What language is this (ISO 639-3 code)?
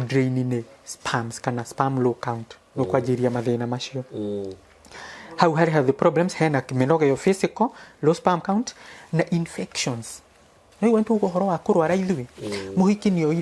kik